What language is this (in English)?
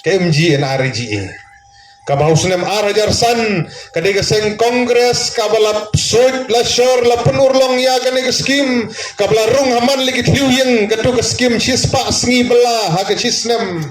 Khasi